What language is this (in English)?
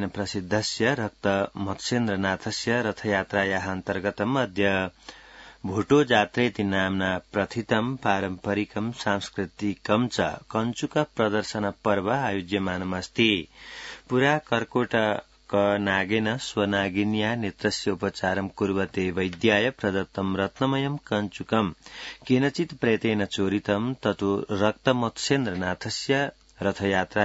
Sanskrit